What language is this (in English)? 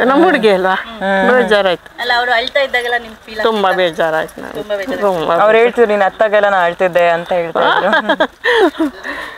Kannada